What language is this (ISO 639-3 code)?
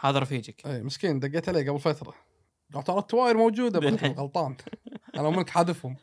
afb